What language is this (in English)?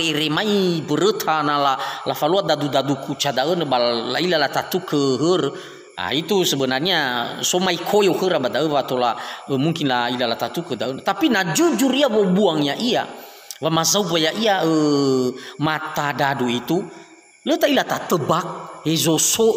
Nias